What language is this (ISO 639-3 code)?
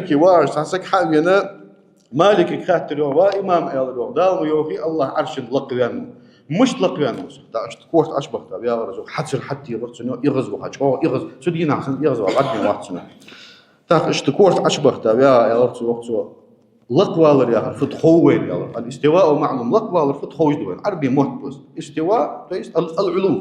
inh